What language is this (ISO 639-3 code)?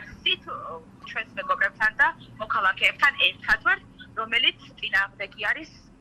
kat